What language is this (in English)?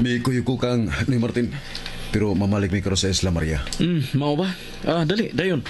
Cebuano